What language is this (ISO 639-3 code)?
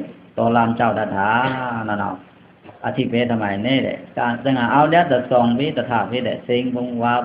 blk